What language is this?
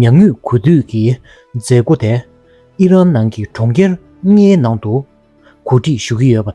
Tibetan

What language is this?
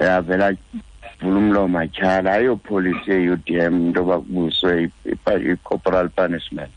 Xhosa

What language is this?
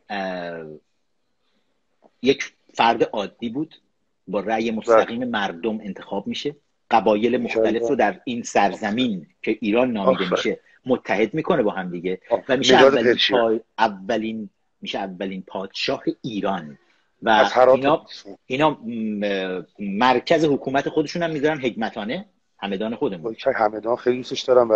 Persian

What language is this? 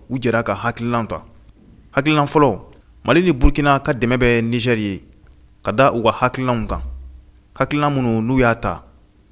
Bambara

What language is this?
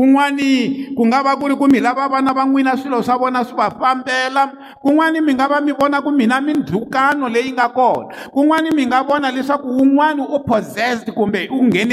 Tsonga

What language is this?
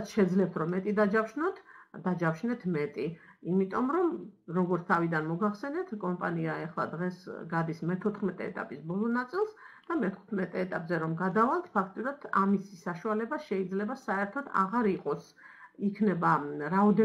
Georgian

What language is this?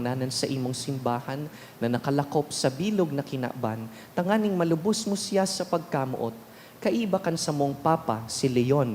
Bikol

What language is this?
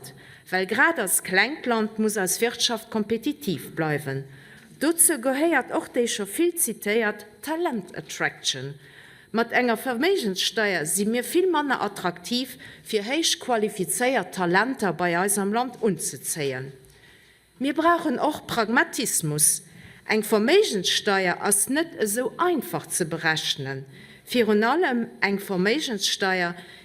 Luxembourgish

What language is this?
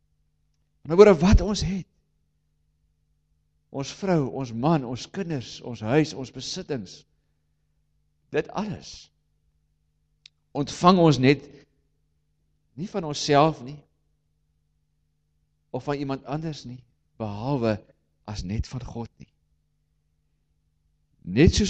Afrikaans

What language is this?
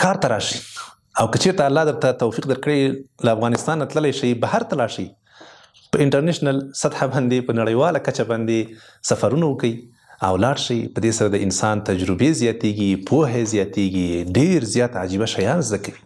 Pashto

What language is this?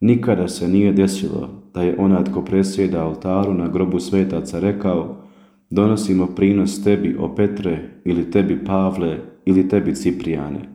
Croatian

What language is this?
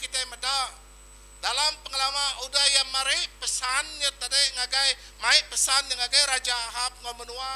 Iban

